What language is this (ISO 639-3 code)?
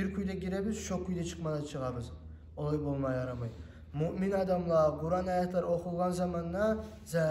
kum